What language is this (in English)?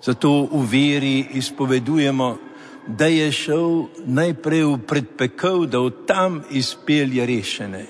Slovenian